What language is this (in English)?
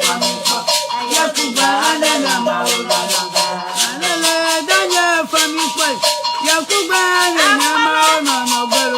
Ewe